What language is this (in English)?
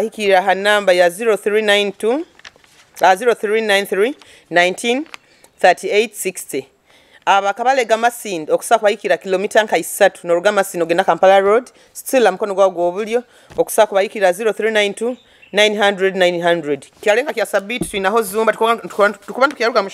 Nyoro